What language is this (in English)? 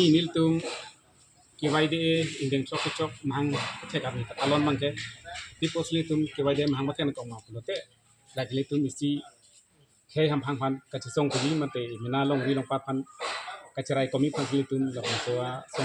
Karbi